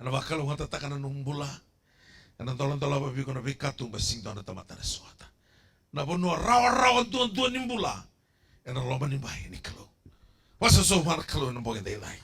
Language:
Fijian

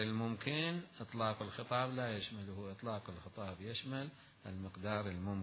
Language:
Mesopotamian Arabic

